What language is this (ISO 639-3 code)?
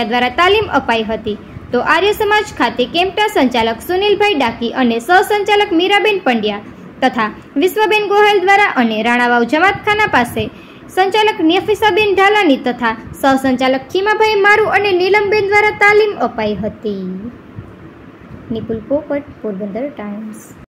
guj